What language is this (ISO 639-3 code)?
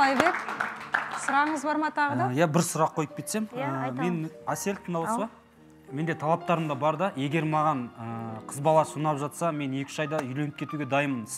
kaz